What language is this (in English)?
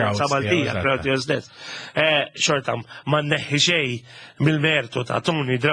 Maltese